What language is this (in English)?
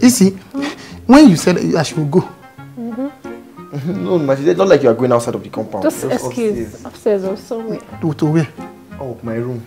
Nigerian Pidgin